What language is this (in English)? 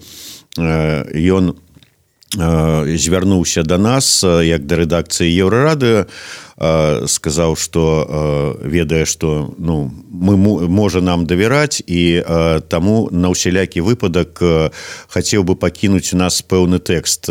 Belarusian